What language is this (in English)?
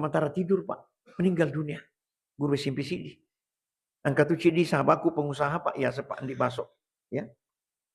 Buginese